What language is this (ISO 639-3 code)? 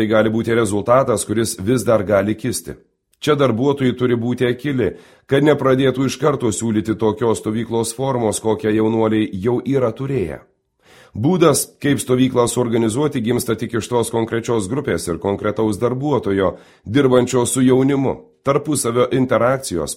lit